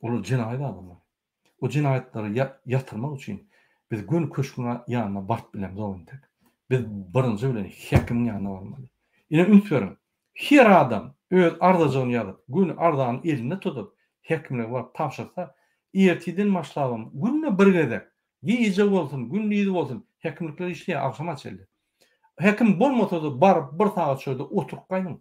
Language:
Turkmen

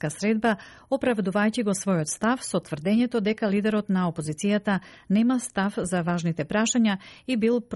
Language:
Macedonian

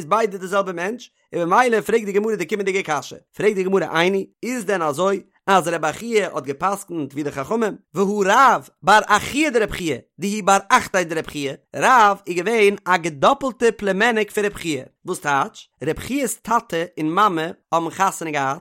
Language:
Yiddish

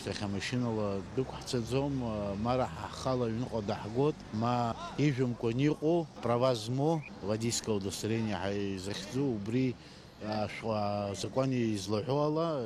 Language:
Abkhazian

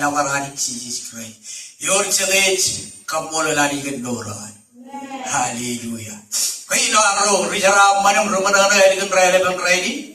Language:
Marshallese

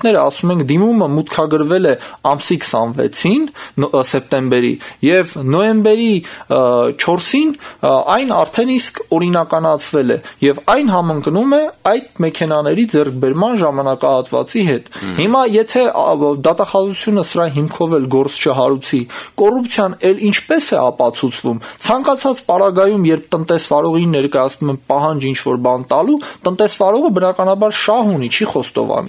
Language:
Armenian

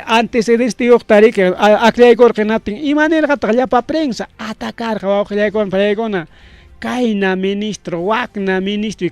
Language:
Ayacucho Quechua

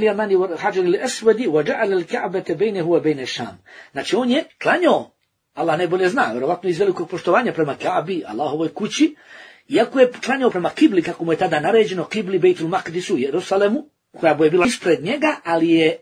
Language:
Bosnian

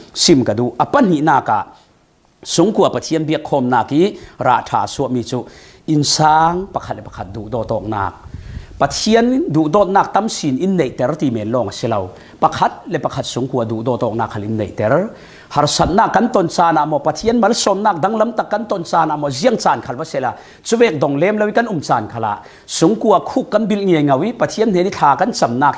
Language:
Falam Chin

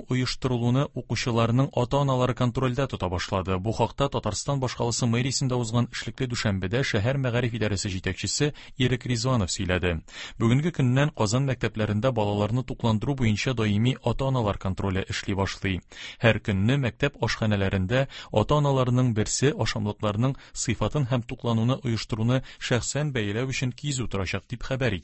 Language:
Tatar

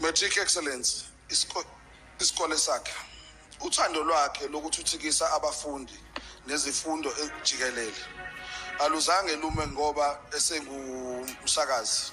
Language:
Zulu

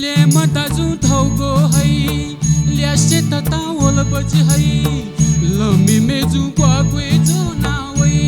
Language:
Newari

